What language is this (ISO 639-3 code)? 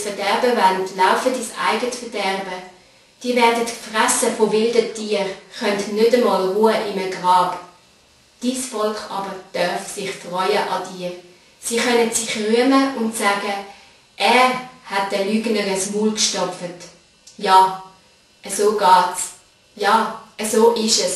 gsw